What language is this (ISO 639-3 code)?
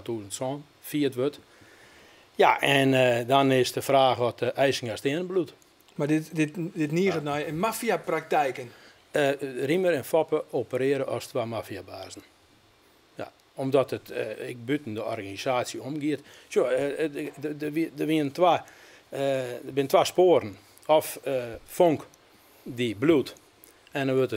fry